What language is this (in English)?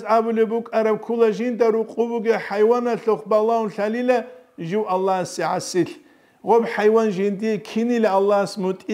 Avaric